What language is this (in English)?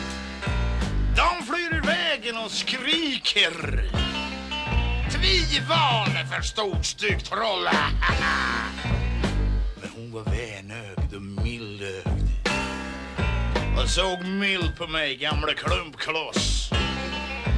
Swedish